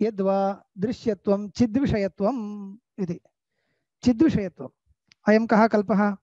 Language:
Sanskrit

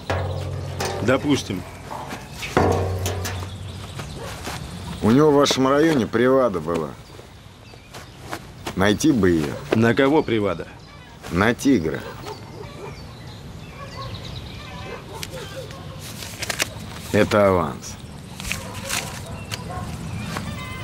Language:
Russian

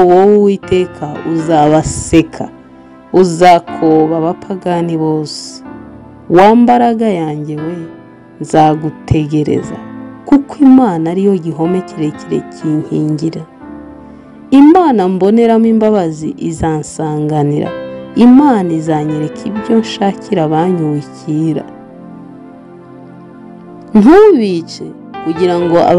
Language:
Kinyarwanda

